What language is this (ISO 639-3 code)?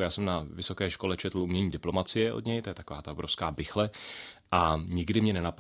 ces